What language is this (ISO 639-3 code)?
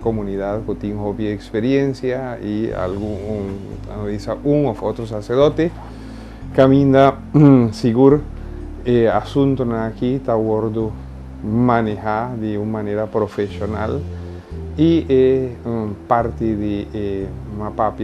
pap